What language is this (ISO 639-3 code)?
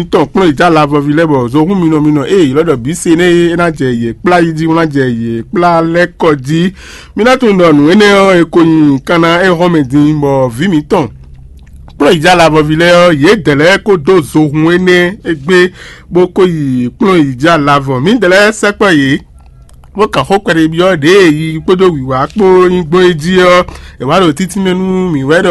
fon